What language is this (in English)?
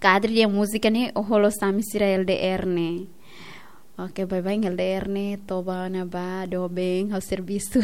Tetum